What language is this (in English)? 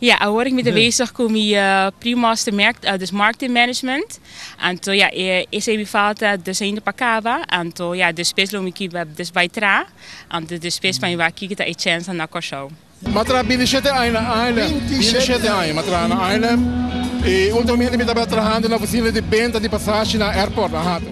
Papiamento